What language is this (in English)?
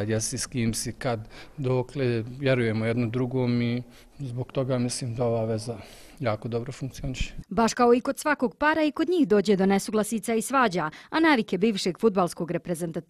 Bosnian